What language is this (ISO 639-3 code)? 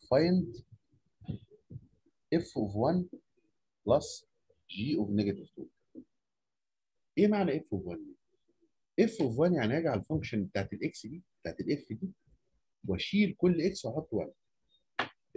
arz